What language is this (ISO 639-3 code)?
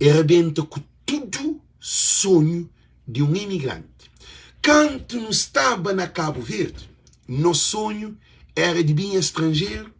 kea